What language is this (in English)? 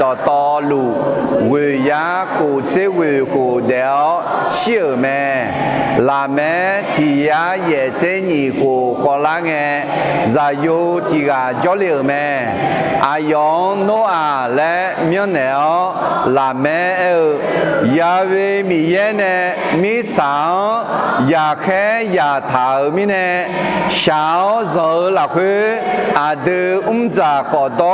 Akha